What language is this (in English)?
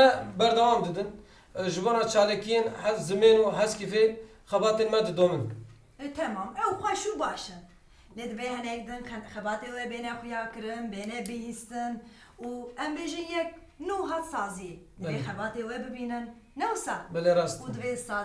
Kurdish